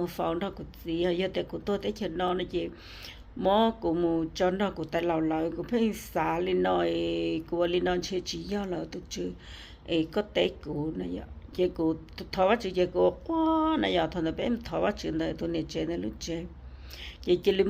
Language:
Hmong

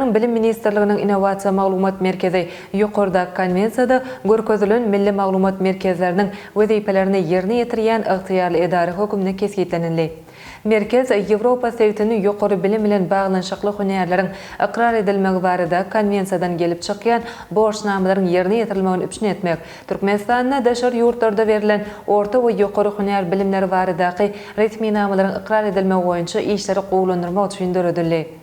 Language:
Turkmen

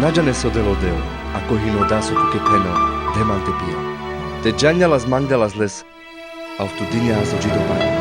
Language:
Carpathian Romani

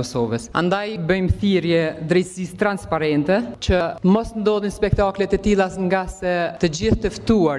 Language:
Albanian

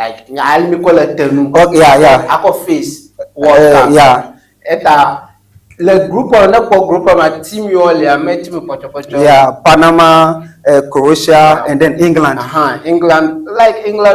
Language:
Ewe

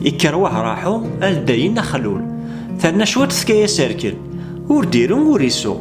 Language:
Kabyle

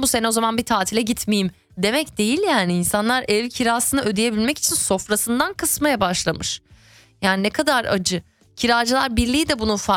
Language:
Turkish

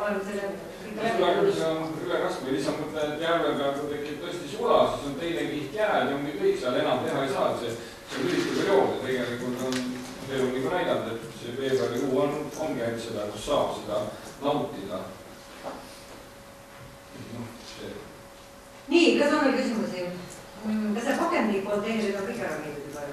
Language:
Estonian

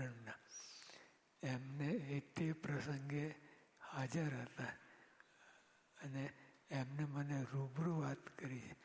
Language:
Gujarati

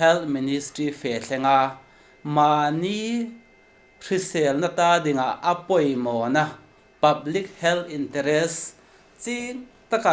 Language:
Hmar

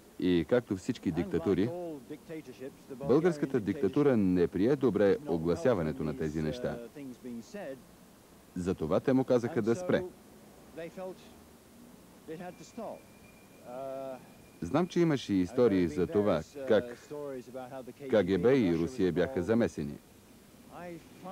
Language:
Bulgarian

